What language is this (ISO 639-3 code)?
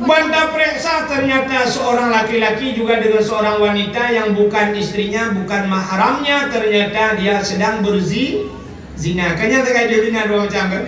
ace